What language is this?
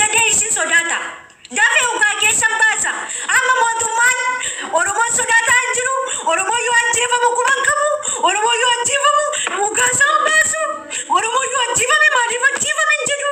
Oromo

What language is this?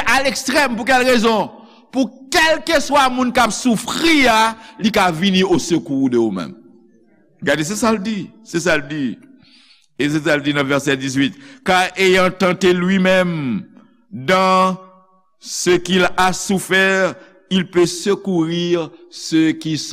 Haitian Creole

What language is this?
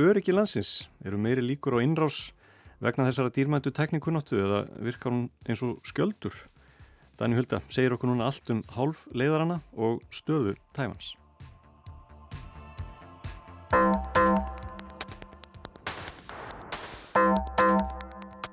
Icelandic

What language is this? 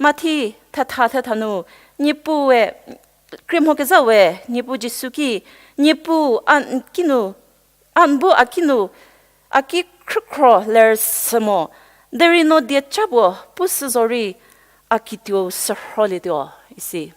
Angami Naga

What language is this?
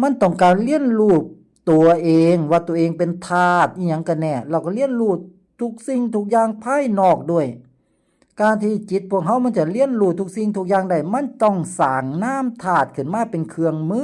Lao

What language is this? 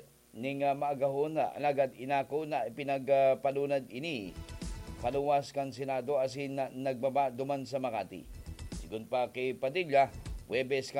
Bikol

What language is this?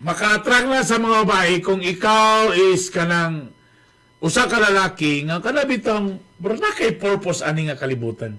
Cebuano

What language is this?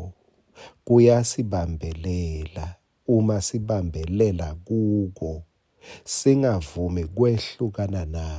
Swati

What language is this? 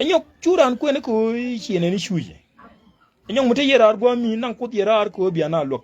Nuer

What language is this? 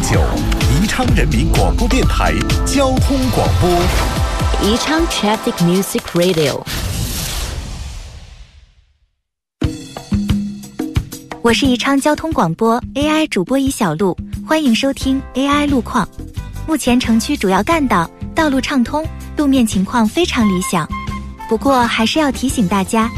Chinese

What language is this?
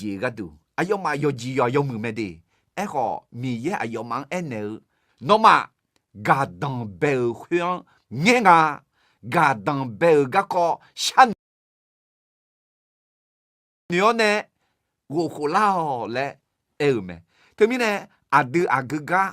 Akha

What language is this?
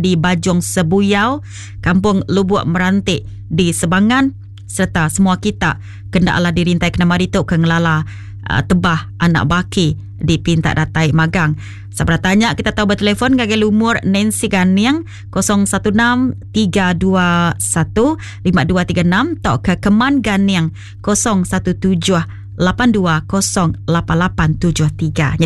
Iban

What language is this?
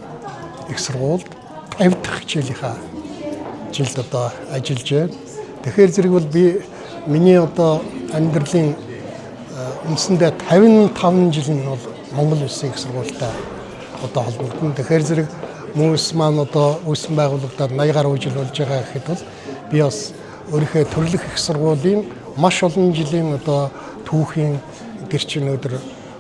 Mongolian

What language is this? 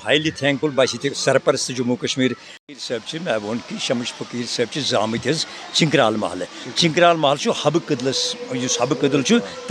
Kashmiri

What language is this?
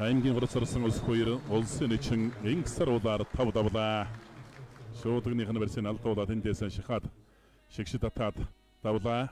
Mongolian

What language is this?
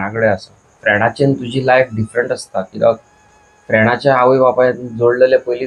Konkani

